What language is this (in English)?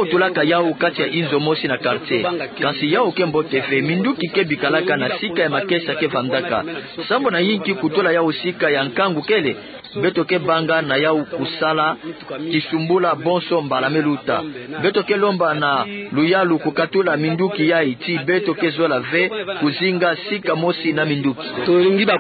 Kituba (Democratic Republic of Congo)